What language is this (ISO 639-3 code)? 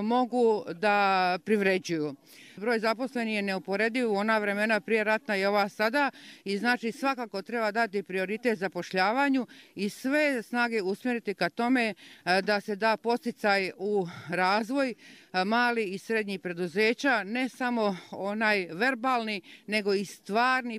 bos